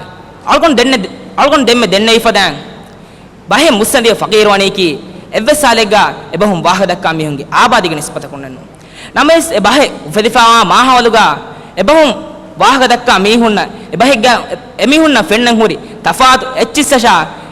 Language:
Divehi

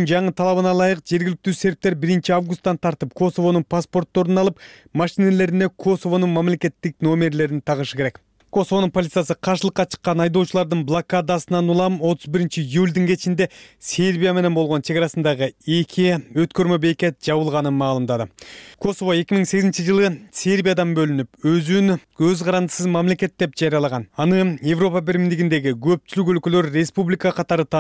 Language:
Kyrgyz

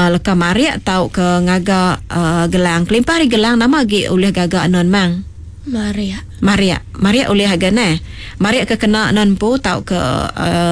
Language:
Iban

